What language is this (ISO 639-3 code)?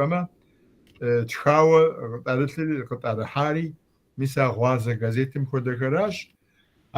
kbd